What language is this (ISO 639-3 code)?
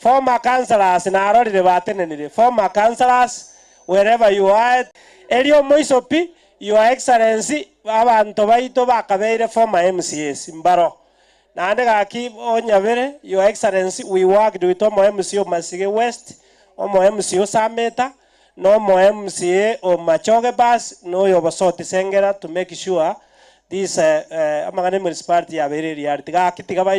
guz